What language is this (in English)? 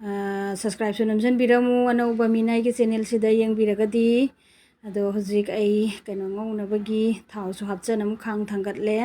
Manipuri